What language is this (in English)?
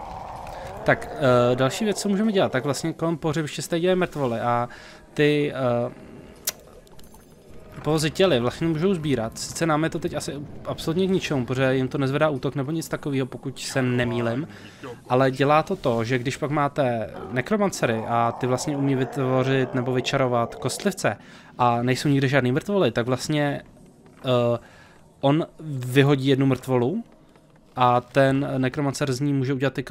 Czech